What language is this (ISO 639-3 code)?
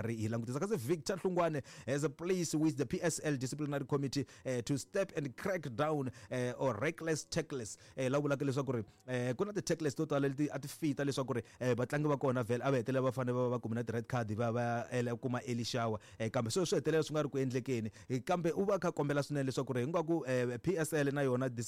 tso